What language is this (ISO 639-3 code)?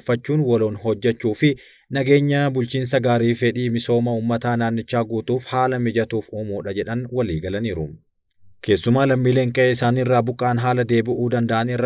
orm